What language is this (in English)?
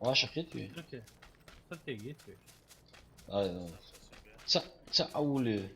Ingush